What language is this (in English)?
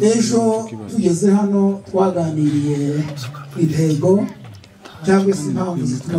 Kinyarwanda